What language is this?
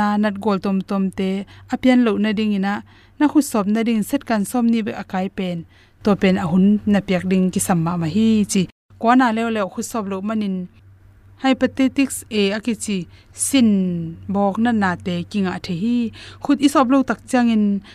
Tedim Chin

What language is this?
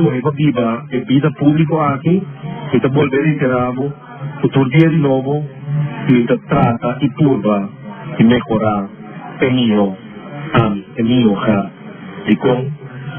Papiamento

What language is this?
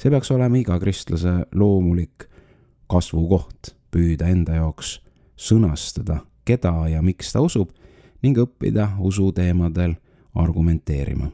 Estonian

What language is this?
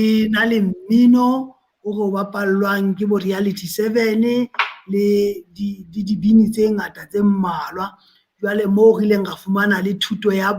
Southern Sotho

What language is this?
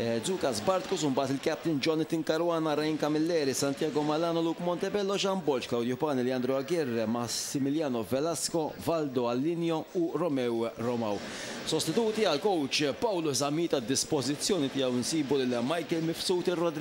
Maltese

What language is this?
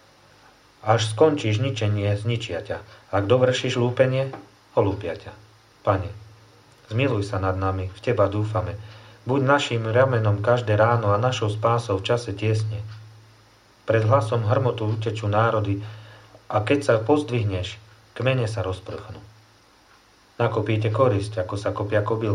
Slovak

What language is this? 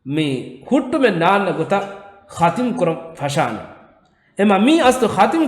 Divehi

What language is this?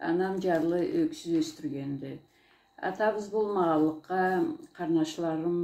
Karachay-Balkar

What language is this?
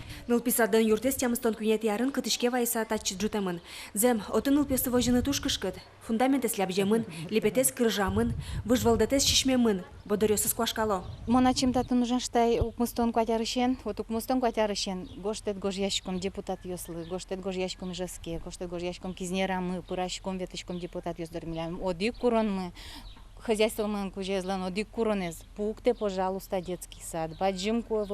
Udmurt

